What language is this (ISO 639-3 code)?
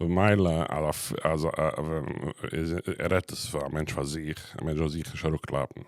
yid